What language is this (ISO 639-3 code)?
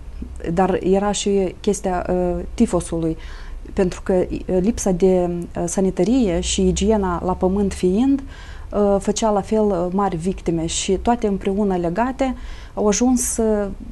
ron